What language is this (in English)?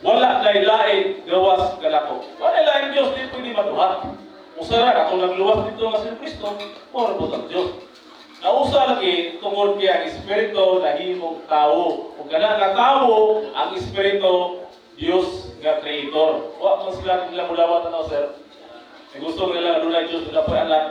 Cebuano